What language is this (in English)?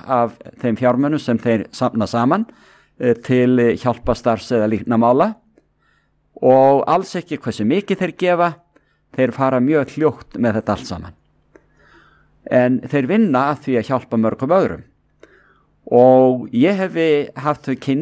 Icelandic